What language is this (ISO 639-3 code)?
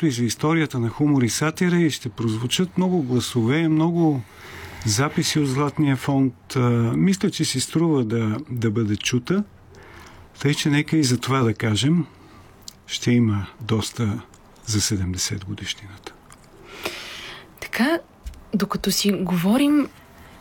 bul